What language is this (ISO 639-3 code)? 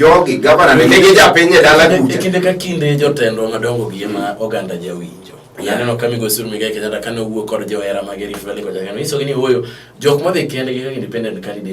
luo